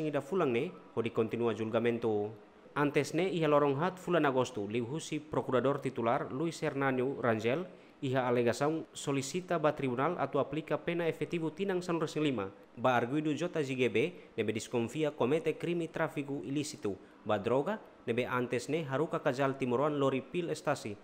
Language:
Tetum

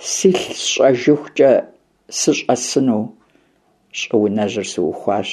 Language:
Kabardian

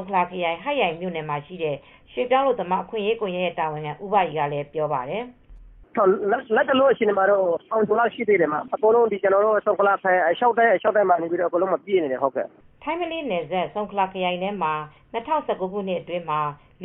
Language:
Burmese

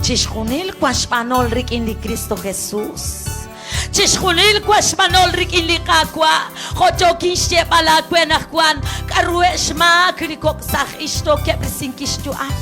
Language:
Kekchí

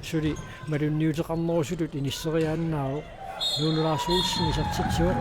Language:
Kalaallisut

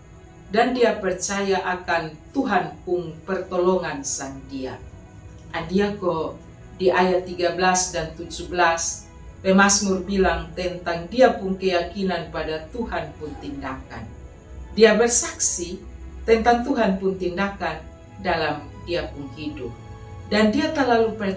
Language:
Kupang Malay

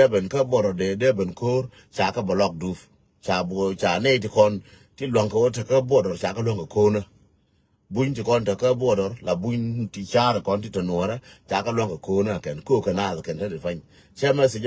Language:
Nuer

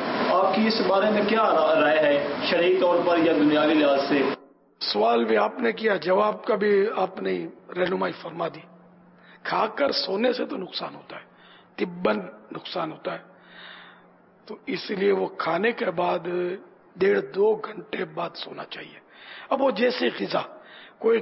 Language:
Urdu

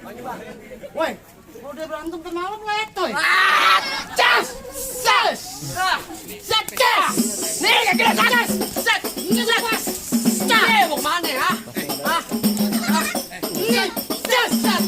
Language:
Betawi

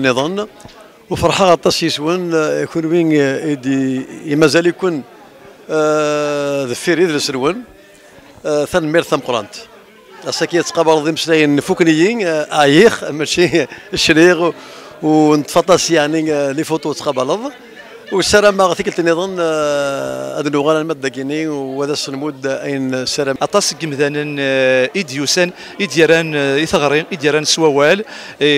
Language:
Kabyle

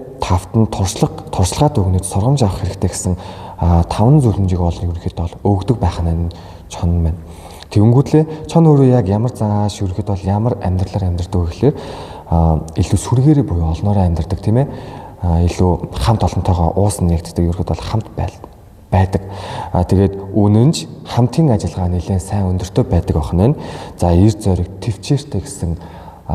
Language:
Mongolian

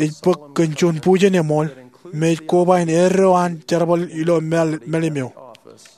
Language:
Marshallese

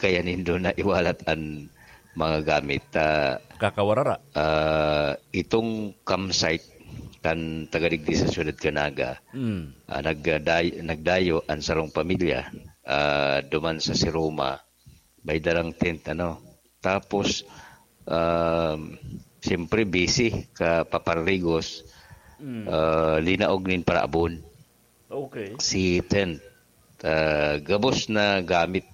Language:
Bikol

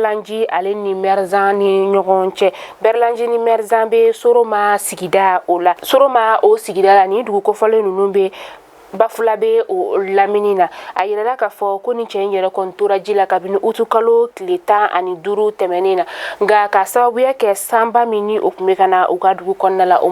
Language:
Bambara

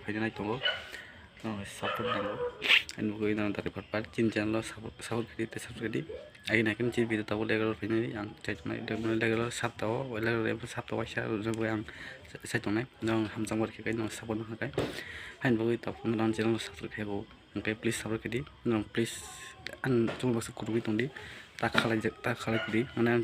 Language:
Kok Borok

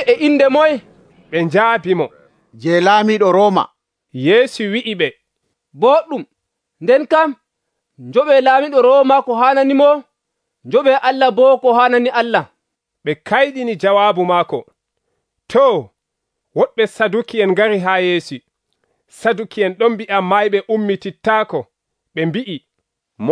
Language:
Nigerian Fulfulde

